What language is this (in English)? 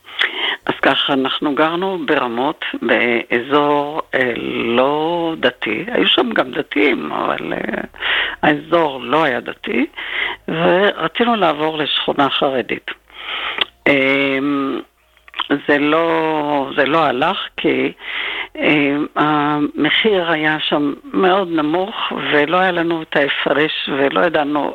Hebrew